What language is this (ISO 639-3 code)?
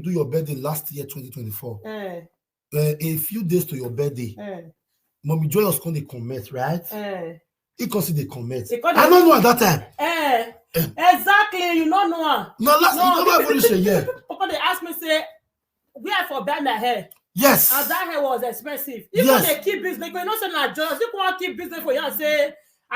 pcm